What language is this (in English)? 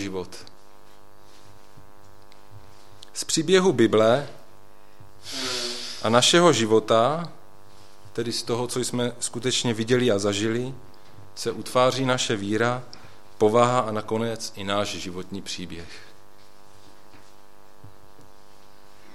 Czech